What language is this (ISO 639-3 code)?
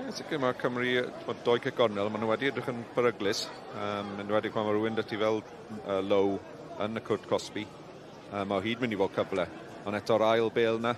cym